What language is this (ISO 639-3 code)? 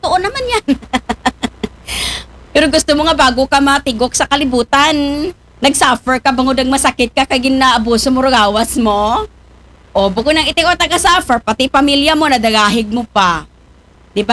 akl